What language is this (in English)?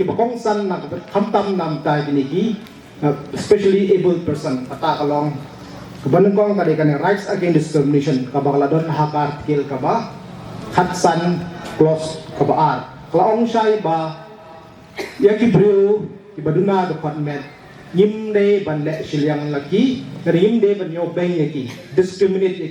Khasi